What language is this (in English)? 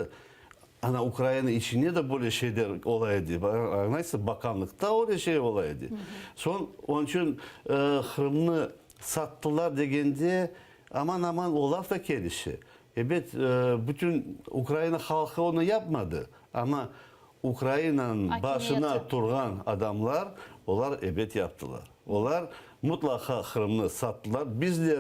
Crimean Tatar